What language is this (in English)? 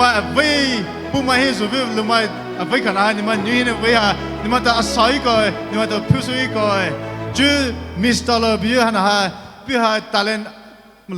Poumei Naga